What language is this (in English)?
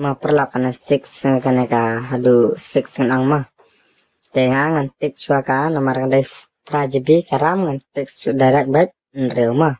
Khasi